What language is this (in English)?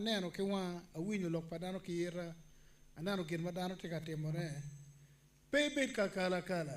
Acoli